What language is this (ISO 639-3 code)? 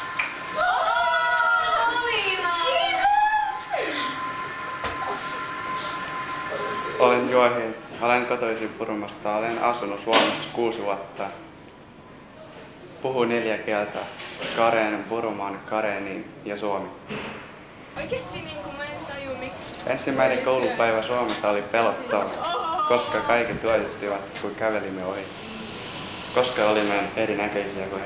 fin